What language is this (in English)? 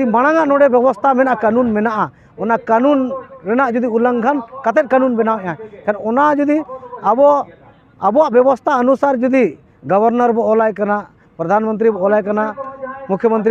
Santali